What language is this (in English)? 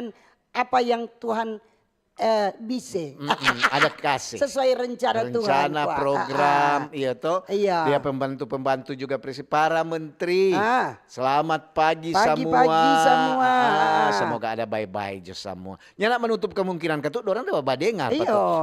Manado Malay